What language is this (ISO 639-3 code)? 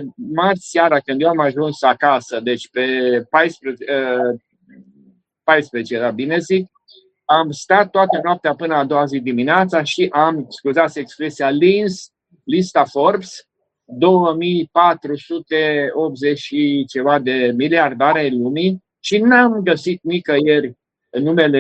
ron